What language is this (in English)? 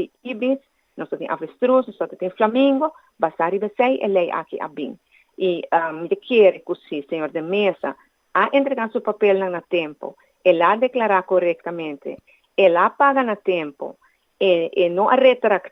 Papiamento